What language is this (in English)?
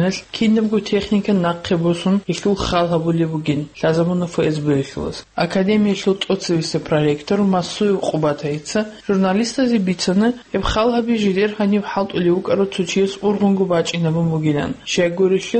Avaric